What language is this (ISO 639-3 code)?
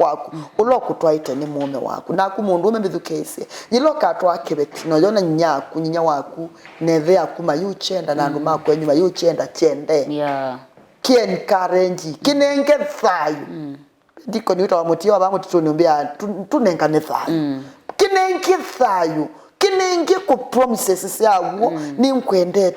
kam